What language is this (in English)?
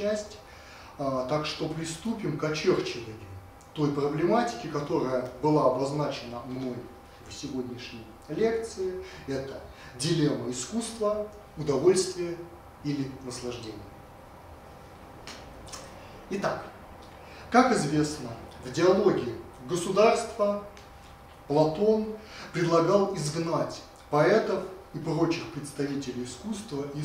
Russian